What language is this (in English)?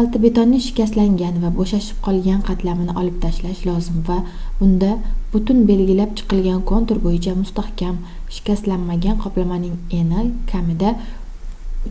Uzbek